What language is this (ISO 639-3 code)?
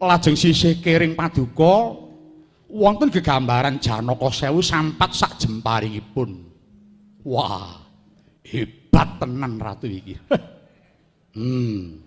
jav